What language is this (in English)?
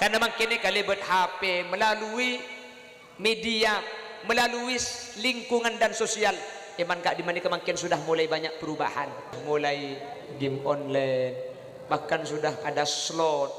Madurese